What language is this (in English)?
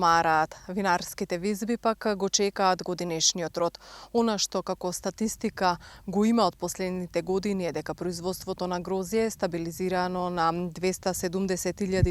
Macedonian